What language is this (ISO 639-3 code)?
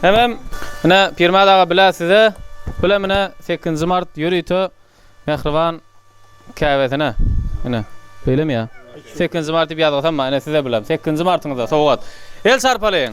tuk